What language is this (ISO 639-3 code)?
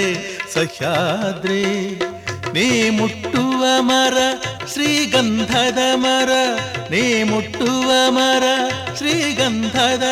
kan